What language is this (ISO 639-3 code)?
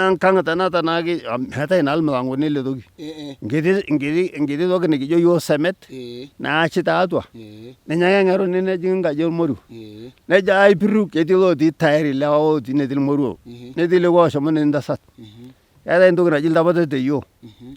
mas